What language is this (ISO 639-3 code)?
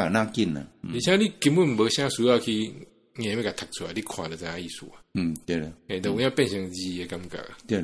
nan